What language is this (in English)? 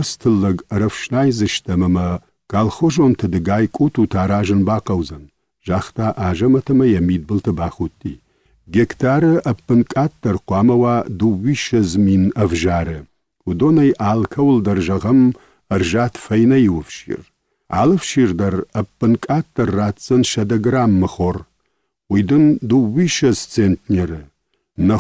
Ossetic